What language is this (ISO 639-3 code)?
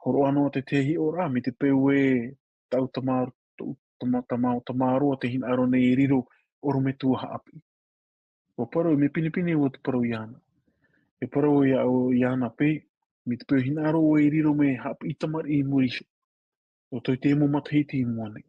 tah